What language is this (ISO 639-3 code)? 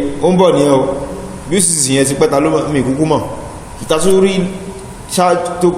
yor